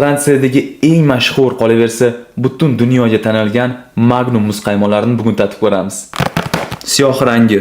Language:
Uzbek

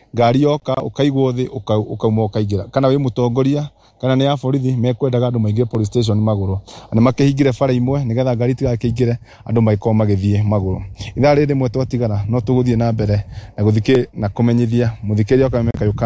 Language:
Kikuyu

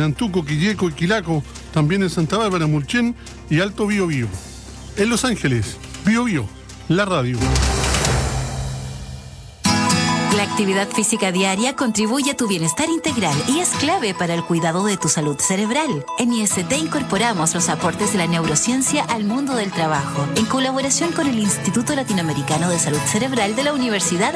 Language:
Spanish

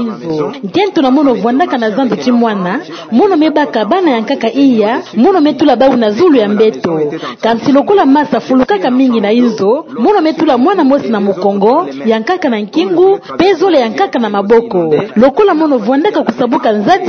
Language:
Kituba (Democratic Republic of Congo)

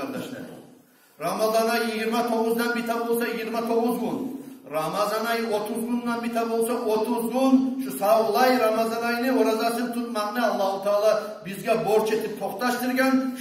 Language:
Kumyk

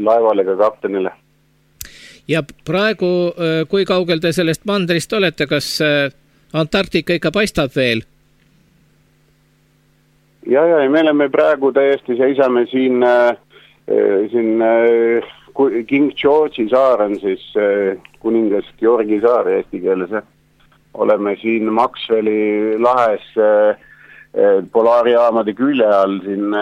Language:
Estonian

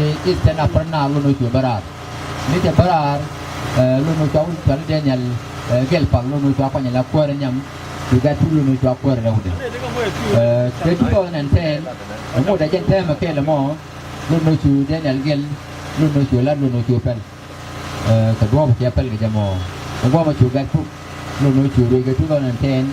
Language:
Nuer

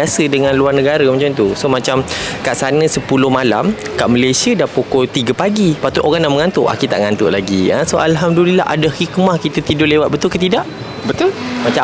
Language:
Malay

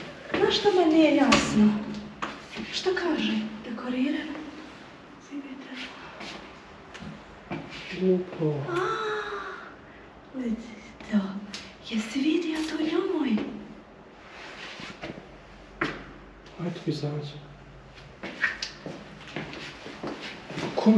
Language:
Bosnian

